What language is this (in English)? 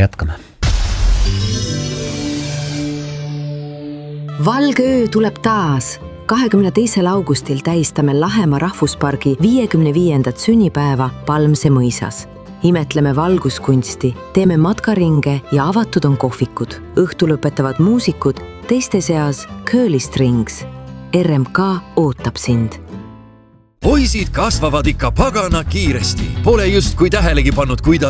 Estonian